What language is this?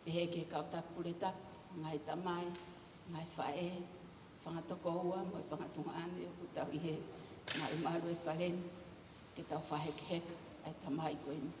Tongan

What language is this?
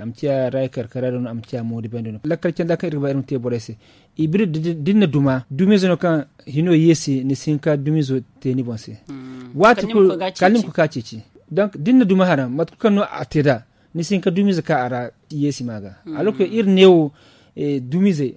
Zarma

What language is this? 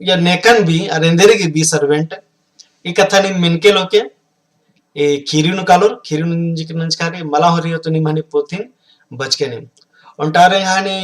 Kurukh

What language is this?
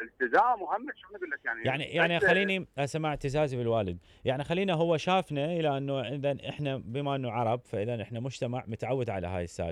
Mesopotamian Arabic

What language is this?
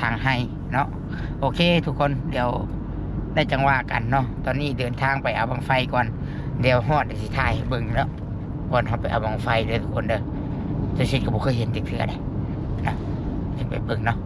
Northeastern Thai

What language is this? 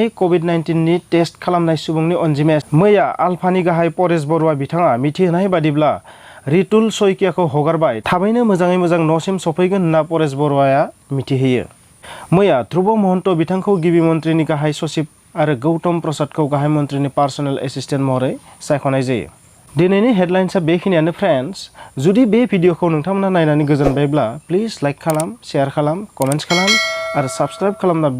Bodo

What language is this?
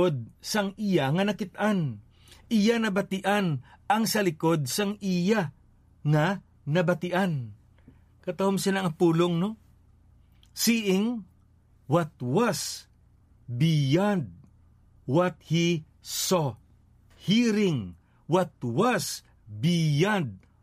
Hiligaynon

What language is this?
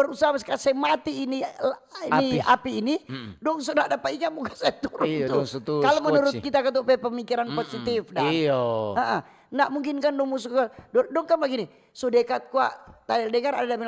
Manado Malay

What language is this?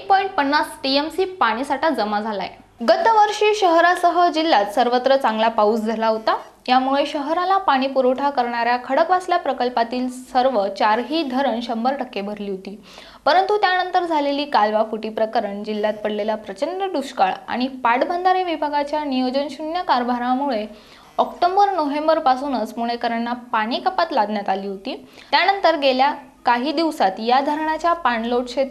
Marathi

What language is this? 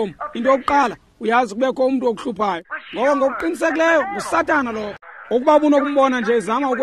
Xhosa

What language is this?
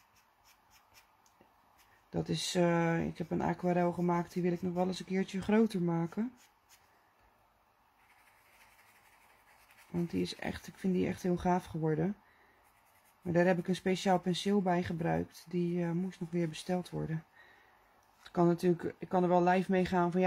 Dutch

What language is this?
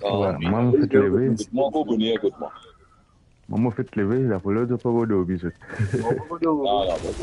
Morisyen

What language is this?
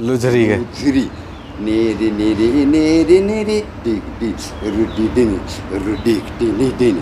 Sadri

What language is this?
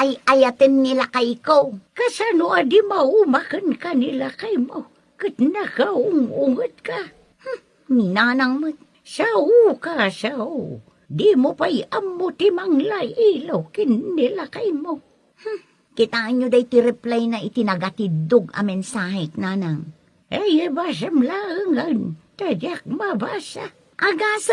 Iloko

